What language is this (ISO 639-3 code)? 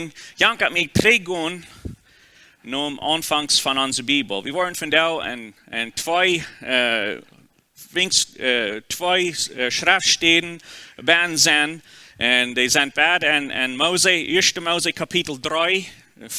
pdt